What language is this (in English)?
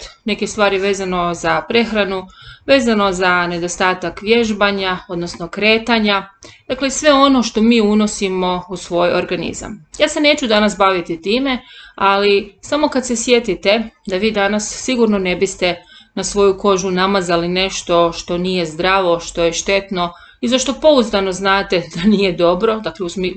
Croatian